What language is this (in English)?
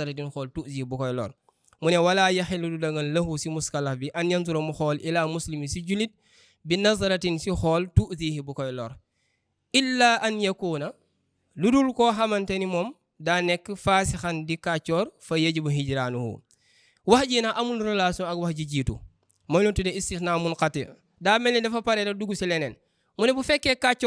Wolof